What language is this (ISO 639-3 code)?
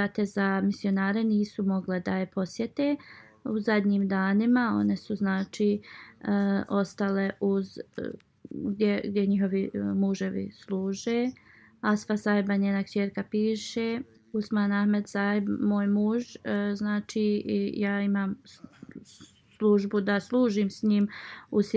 bos